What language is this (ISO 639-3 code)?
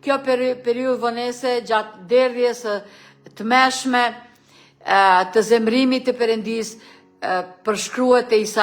sqi